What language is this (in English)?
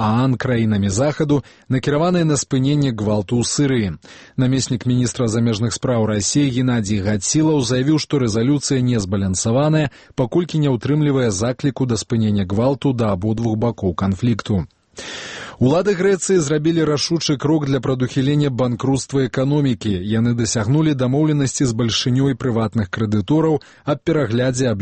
Belarusian